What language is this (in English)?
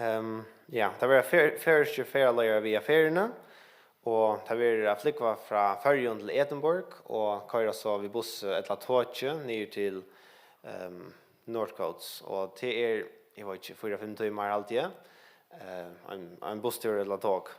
Faroese